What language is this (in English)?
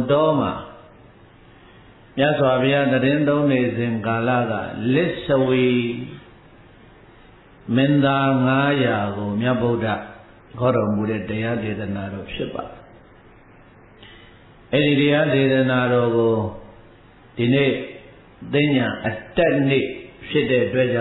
Burmese